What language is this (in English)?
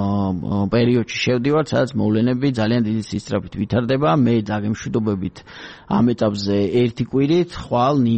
Georgian